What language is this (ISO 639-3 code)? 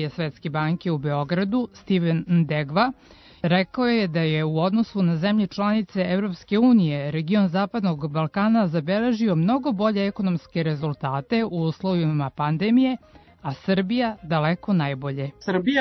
srp